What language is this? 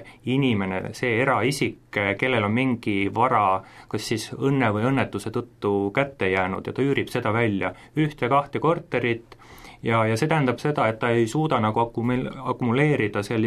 Estonian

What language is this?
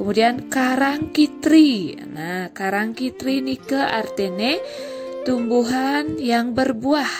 Balinese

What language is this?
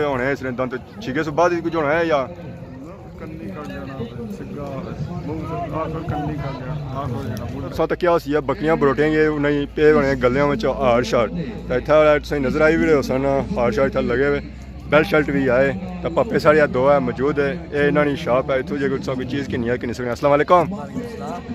Pahari-Potwari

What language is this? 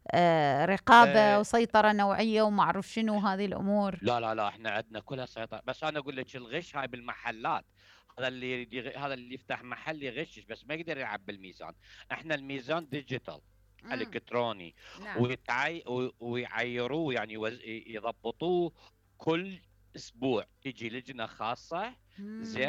Mesopotamian Arabic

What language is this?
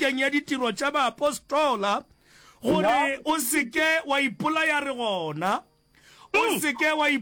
Northern Sotho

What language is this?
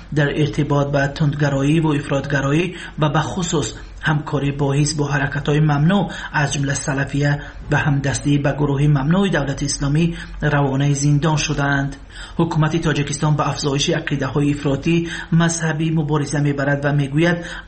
Tajik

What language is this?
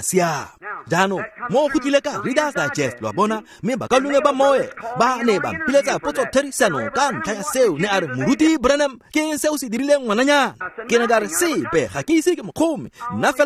Tswana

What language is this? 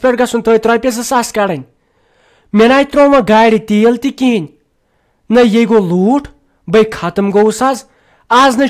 Kashmiri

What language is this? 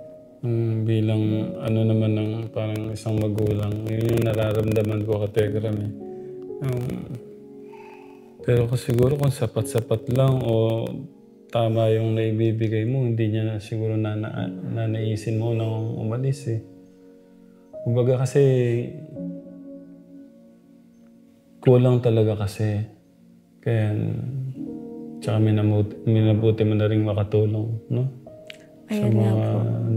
Filipino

